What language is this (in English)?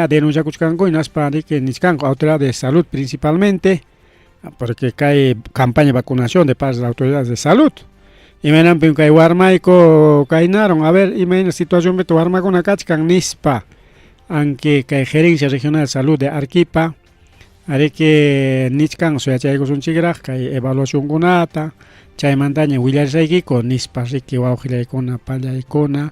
Ayacucho Quechua